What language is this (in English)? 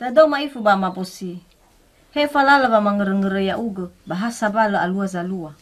Nias